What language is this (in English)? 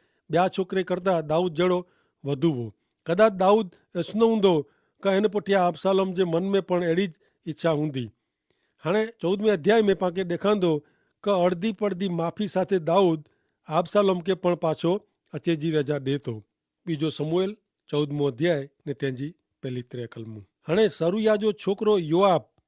Kachhi